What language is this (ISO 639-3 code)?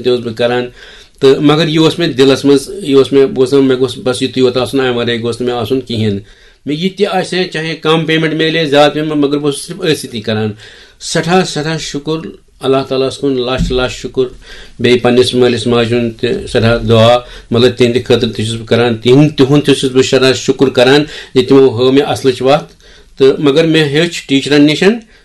kas